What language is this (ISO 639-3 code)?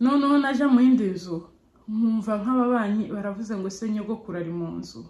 kin